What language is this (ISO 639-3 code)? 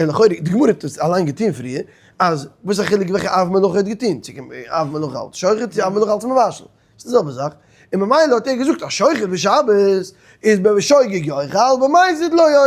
yid